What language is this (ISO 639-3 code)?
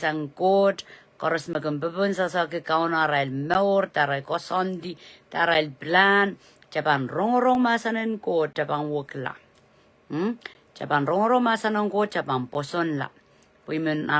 pon